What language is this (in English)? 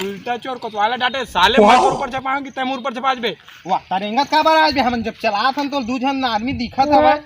Chhattisgarhi